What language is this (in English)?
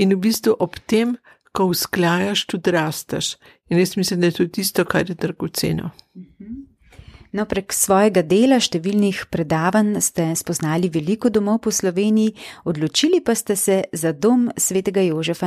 Slovenian